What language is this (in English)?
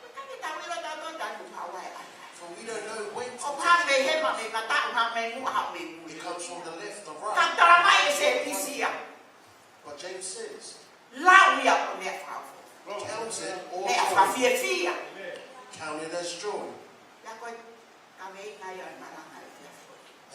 Tongan